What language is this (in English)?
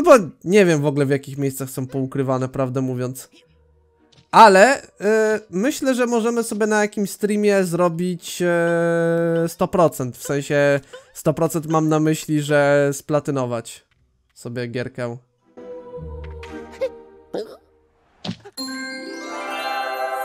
Polish